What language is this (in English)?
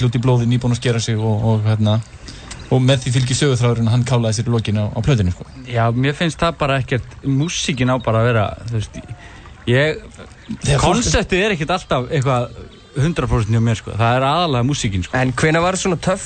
Icelandic